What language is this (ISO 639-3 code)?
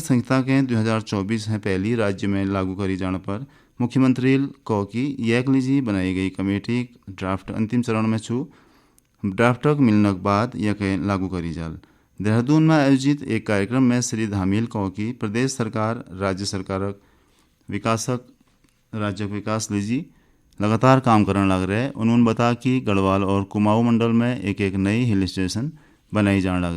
gbm